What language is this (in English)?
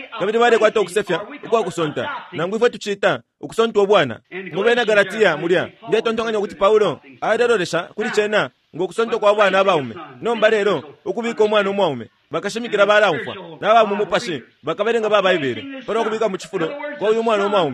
Bemba